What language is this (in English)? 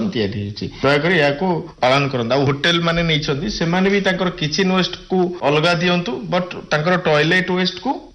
Odia